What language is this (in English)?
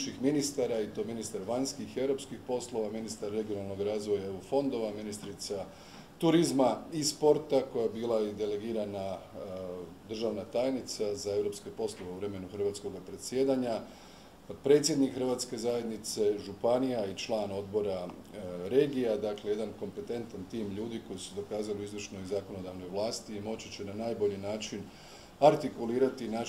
Croatian